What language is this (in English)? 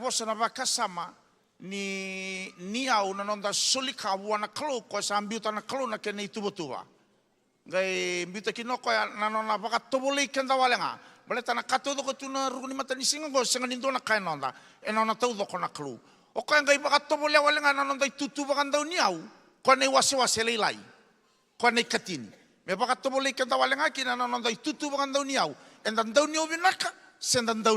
Fijian